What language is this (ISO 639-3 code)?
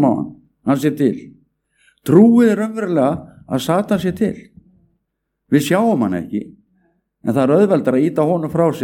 isl